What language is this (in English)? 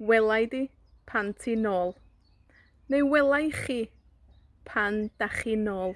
Welsh